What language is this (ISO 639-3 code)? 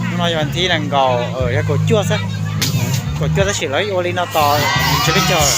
hmn